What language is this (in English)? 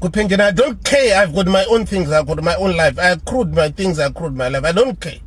Shona